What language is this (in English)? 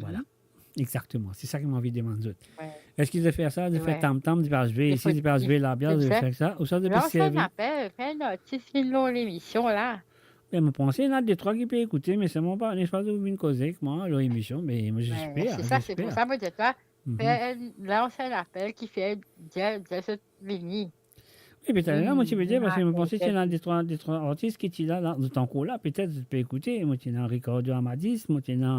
Morisyen